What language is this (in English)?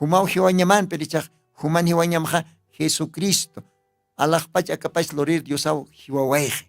Aymara